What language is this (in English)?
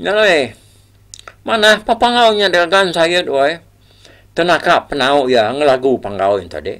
Iban